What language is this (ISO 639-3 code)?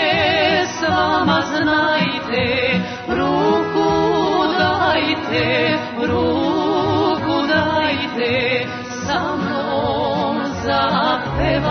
srp